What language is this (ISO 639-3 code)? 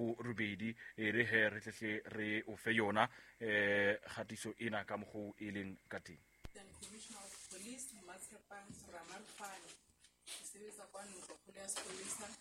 sot